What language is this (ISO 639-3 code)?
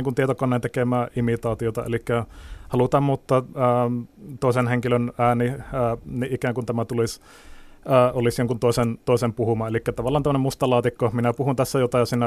fin